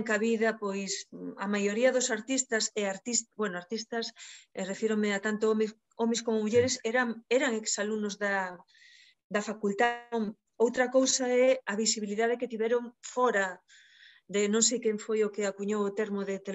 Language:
Galician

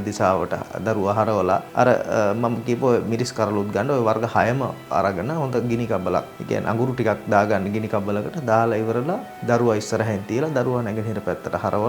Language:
Sinhala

